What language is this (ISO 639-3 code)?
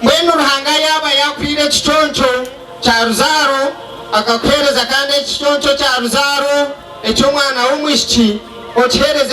nyn